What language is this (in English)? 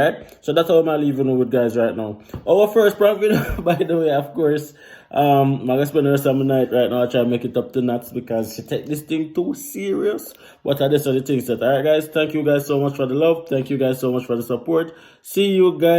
Jamaican Creole English